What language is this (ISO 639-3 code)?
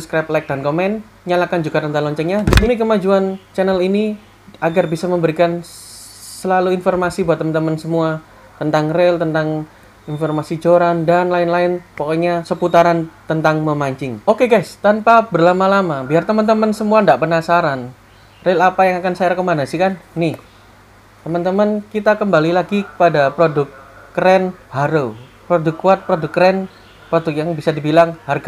ind